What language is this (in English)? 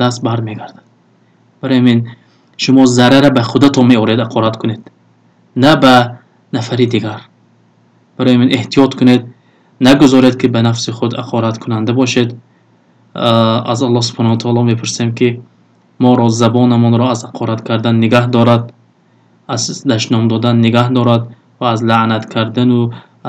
Tajik